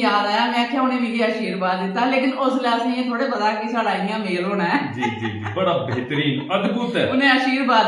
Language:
Dogri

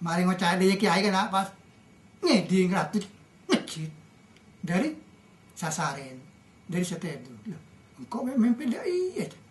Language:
Madurese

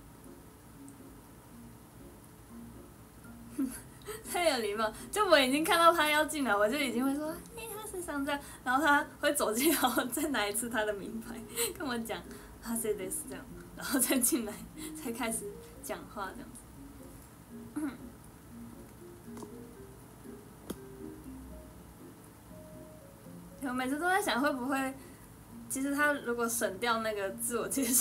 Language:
Chinese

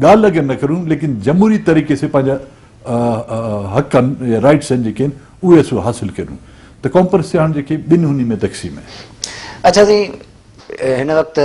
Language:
Sindhi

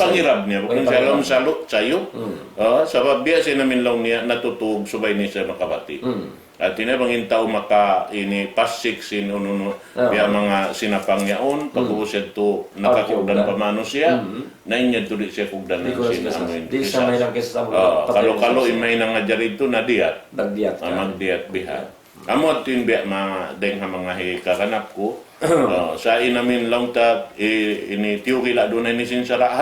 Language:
Tausug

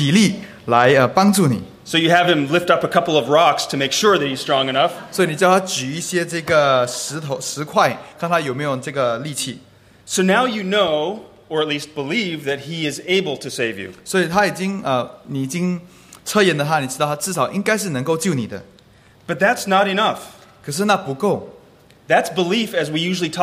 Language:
Chinese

